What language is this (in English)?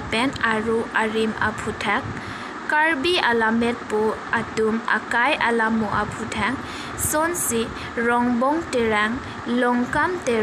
Karbi